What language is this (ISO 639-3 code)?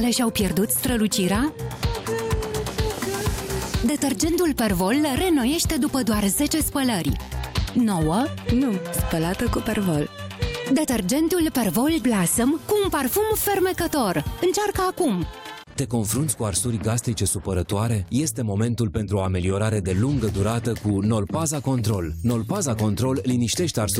ron